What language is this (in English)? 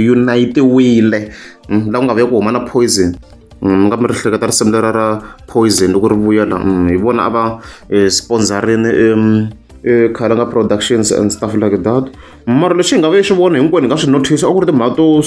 Tsonga